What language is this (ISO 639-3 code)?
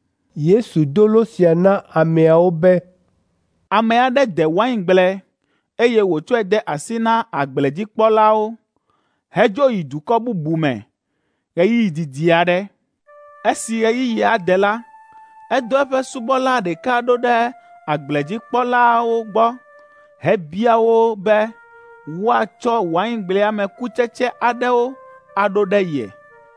ewe